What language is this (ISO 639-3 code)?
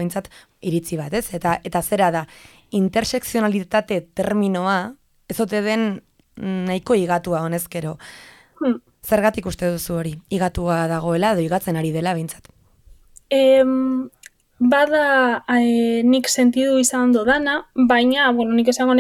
eus